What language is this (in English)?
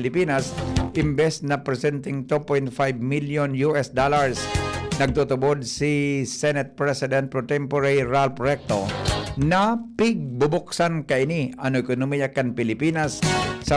Bikol